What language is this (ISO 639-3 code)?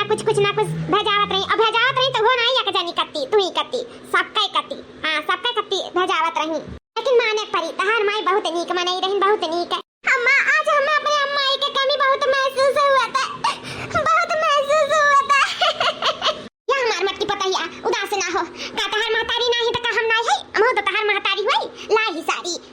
awa